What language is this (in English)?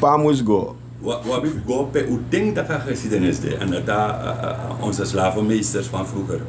Sranan Tongo